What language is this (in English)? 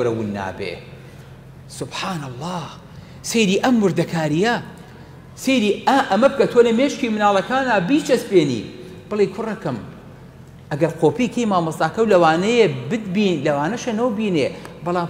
Central Kurdish